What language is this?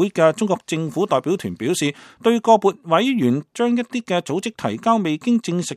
Cantonese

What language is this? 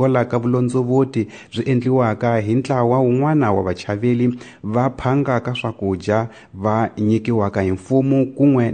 Tsonga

